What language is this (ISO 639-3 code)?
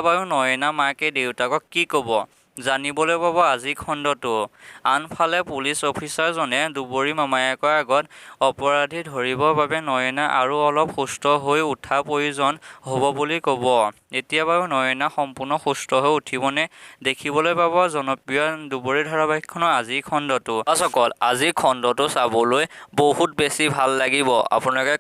asm